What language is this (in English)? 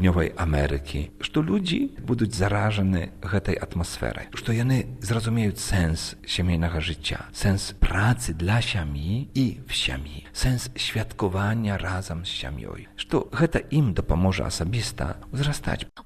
Belarusian